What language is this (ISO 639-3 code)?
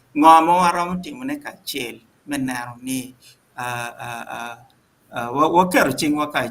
ach